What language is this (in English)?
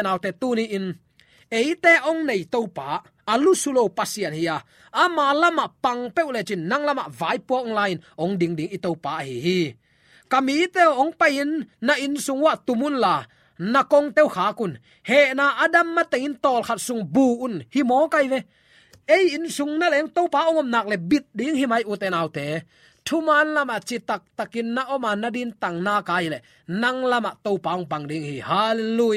Tedim Chin